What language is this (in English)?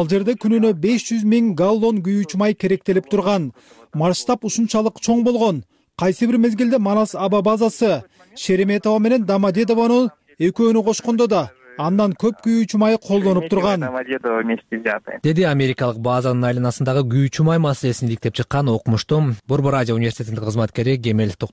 Kyrgyz